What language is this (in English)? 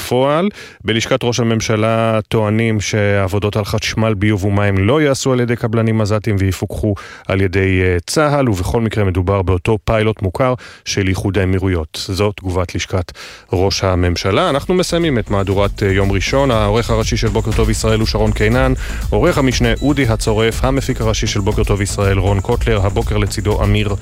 Hebrew